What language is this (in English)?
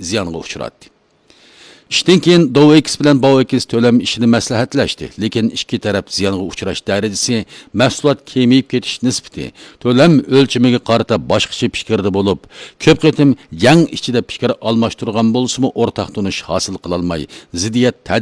Uyghur